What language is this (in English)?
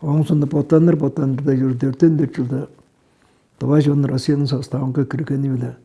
Tuvinian